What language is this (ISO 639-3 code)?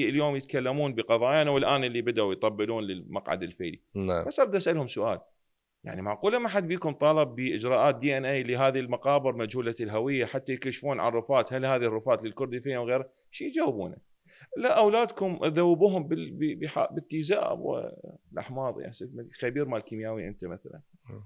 acm